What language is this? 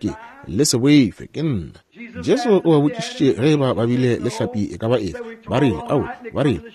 Northern Sotho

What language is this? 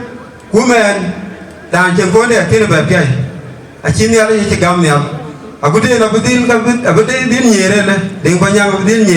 Dinka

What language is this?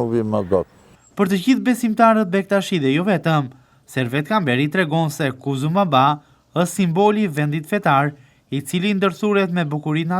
Albanian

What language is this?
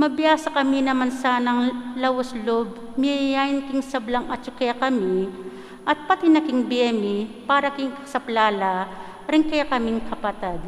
Pampanga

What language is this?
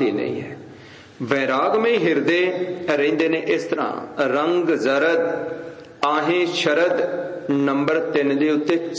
Punjabi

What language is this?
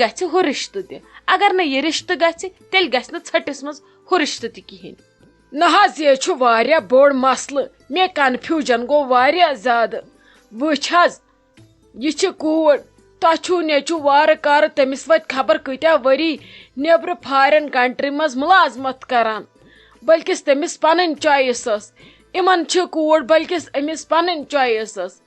Kashmiri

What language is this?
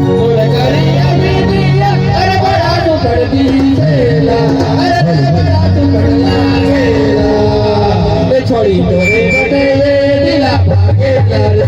Chhattisgarhi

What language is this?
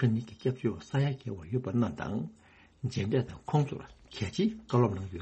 Tibetan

